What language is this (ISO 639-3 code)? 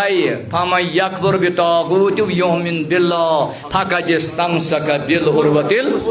kas